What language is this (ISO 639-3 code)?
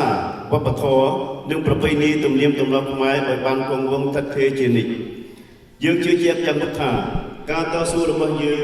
khm